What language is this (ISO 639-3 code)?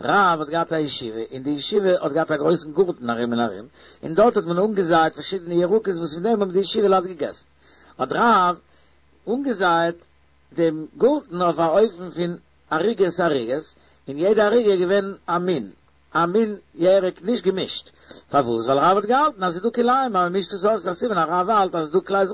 yid